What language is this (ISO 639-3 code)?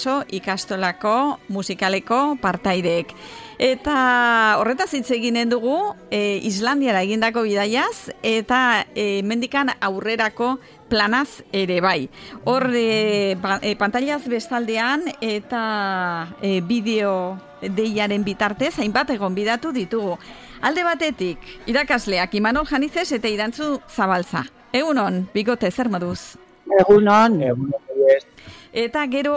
eus